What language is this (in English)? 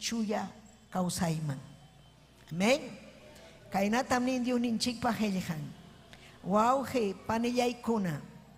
Ayacucho Quechua